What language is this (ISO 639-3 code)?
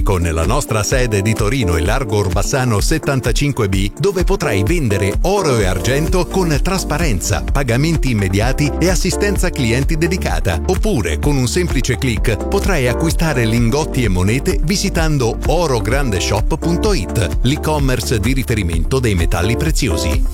ita